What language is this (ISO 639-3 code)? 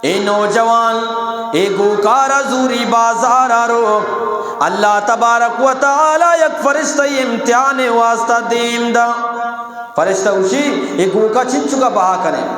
bgp